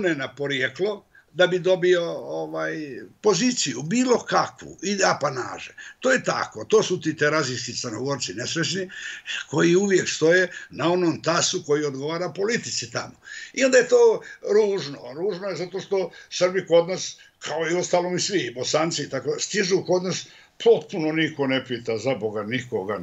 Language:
Bosnian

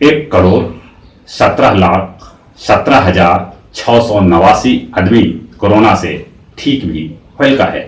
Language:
Magahi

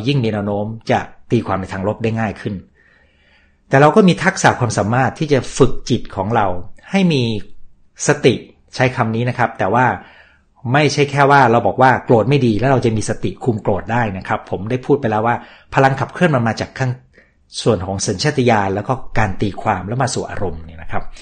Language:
Thai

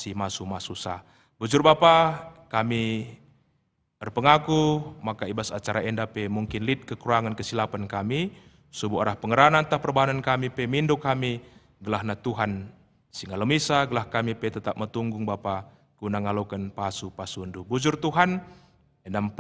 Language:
Batak Karo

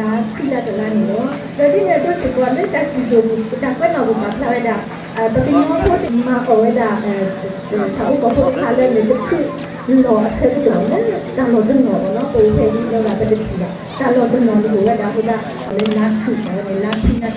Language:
S'gaw Karen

